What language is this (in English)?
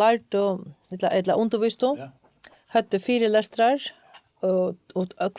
Faroese